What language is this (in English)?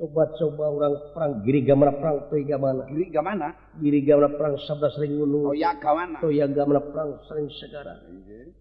Sundanese